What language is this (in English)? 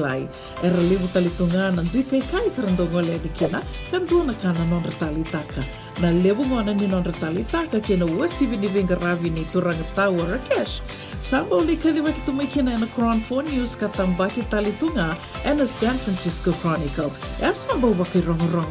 Fijian